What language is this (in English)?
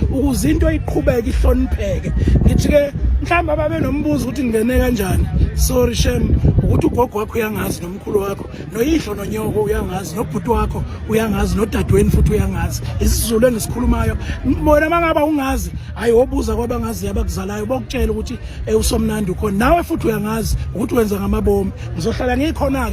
Zulu